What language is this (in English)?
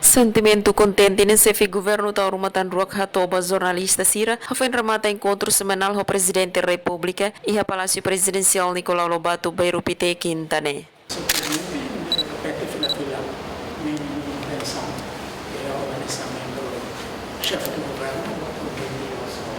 Tetum